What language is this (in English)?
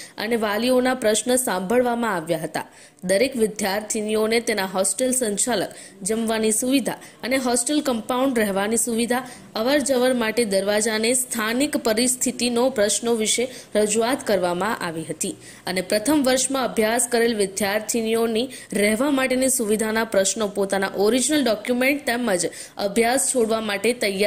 Gujarati